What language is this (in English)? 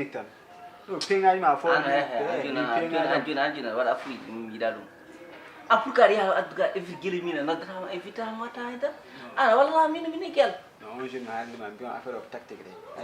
Fula